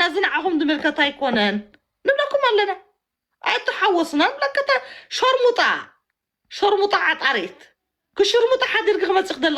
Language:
Tigrinya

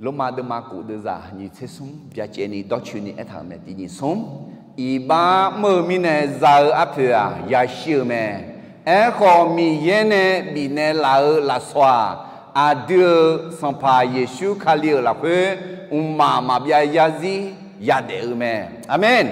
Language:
Akha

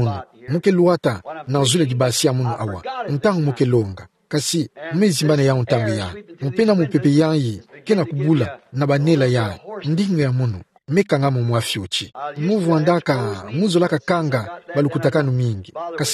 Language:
Kituba (Democratic Republic of Congo)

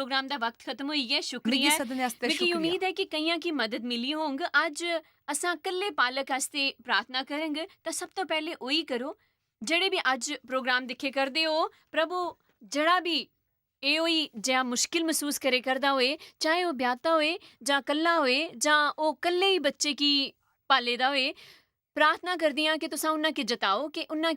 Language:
Dogri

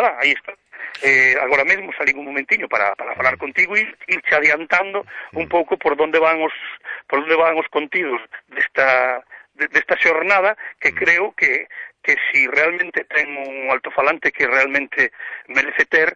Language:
Galician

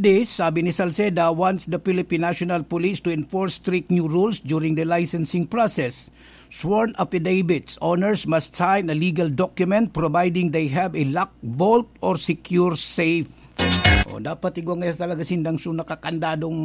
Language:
Bikol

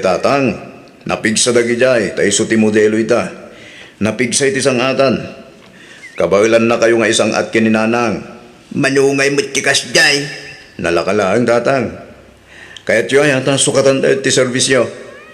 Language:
Iloko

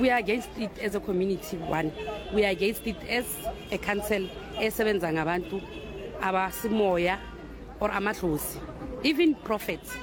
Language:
Northern Sotho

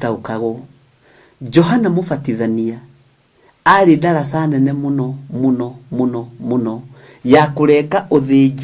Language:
Kikuyu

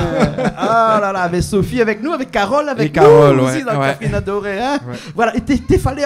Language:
Réunion Creole French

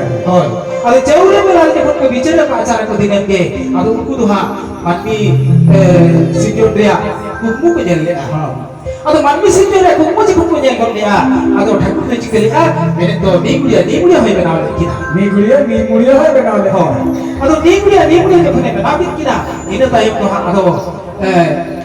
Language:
Santali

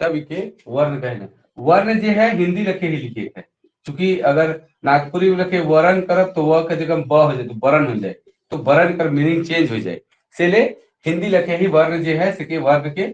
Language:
Sadri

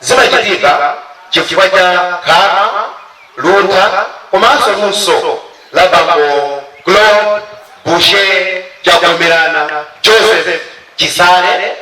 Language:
Nyanja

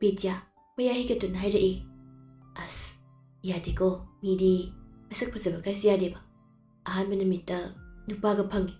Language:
Manipuri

